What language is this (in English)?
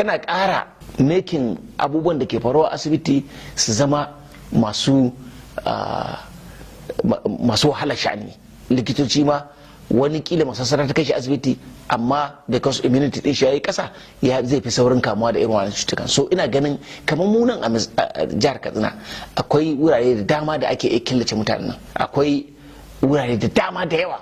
Hausa